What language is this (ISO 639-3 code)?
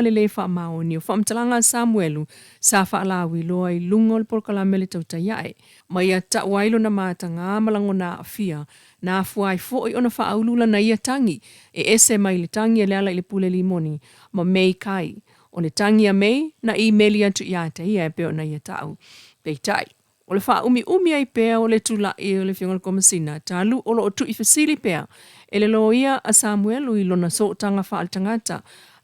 smo